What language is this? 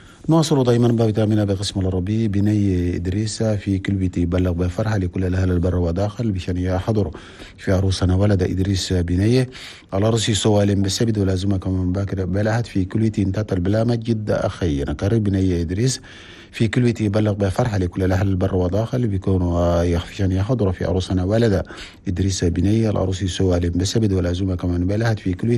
Chadian Arabic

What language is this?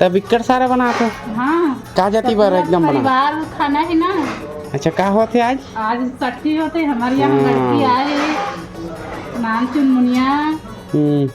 Chhattisgarhi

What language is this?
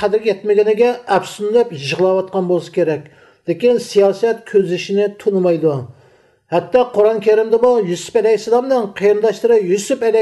Uyghur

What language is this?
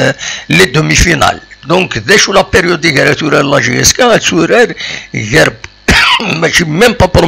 Kabyle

